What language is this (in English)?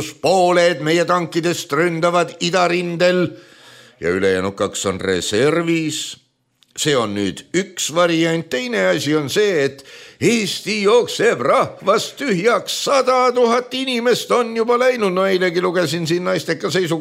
Estonian